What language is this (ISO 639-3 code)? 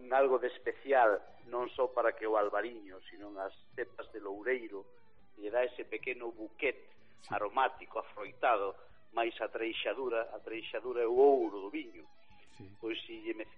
glg